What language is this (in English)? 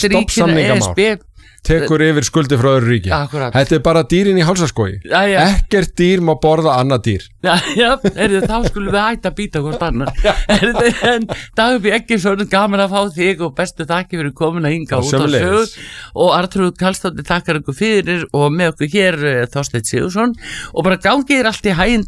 Icelandic